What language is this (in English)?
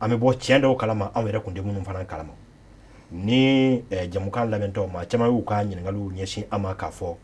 Bambara